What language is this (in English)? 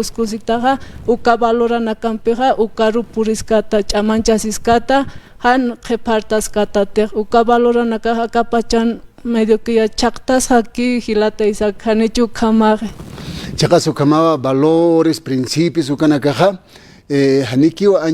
Aymara